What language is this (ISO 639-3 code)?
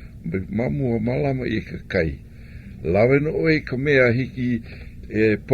haw